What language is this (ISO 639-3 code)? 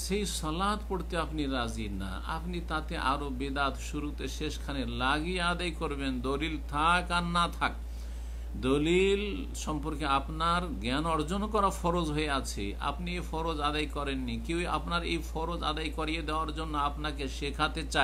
ben